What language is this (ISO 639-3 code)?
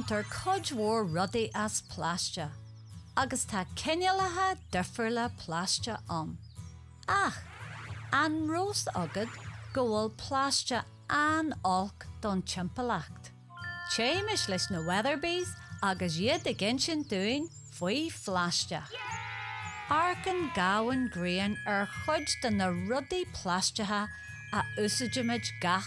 gle